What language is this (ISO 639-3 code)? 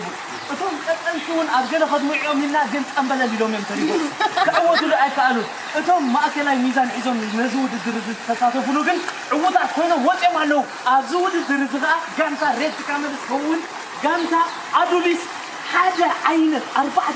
tir